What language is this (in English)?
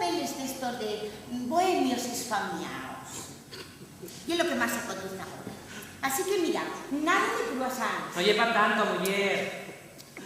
Asturian